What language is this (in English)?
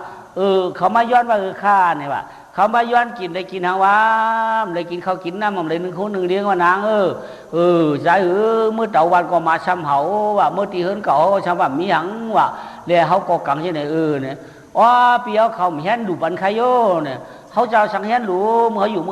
Shan